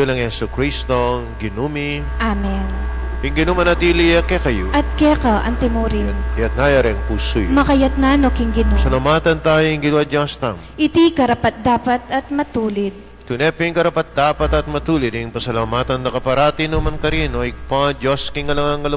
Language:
Pampanga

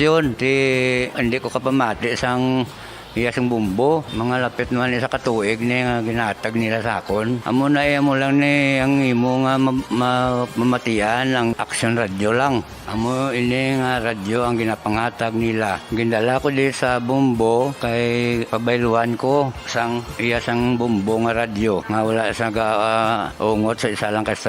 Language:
Hiligaynon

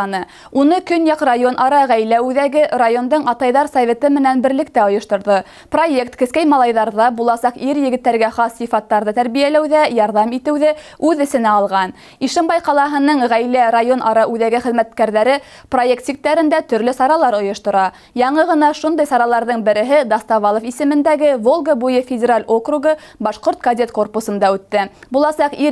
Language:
Bashkir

